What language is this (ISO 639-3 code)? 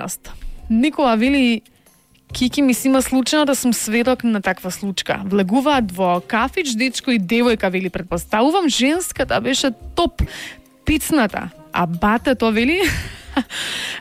mkd